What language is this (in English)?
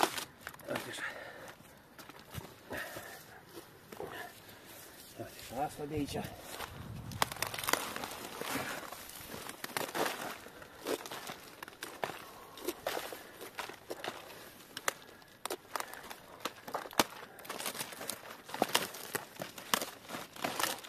Romanian